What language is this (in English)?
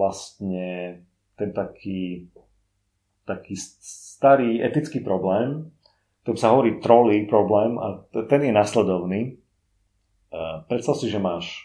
Slovak